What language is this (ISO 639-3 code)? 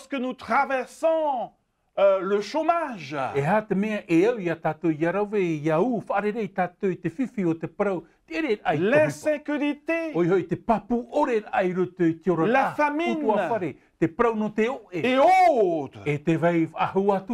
tah